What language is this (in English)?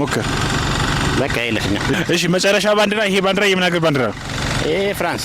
Amharic